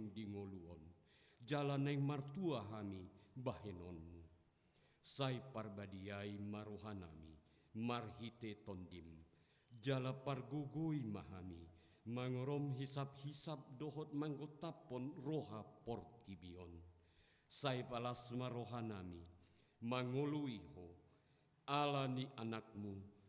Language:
Batak Toba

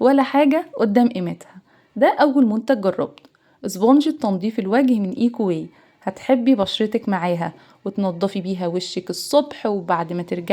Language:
Egyptian Arabic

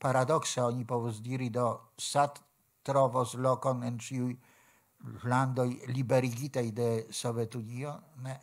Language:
Esperanto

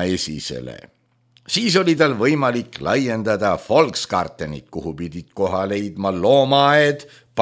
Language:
Estonian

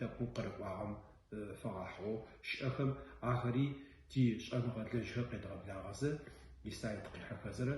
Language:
Adyghe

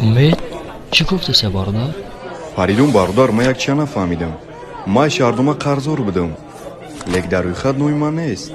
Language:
Tajik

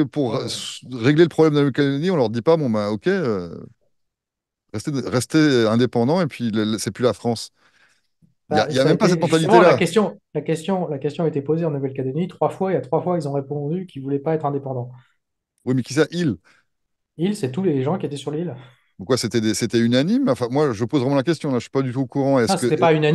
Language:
French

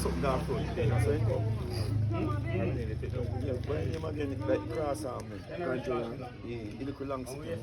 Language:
Jamaican Creole English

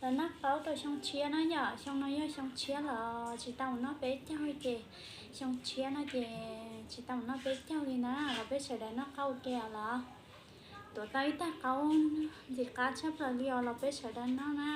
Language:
Hmong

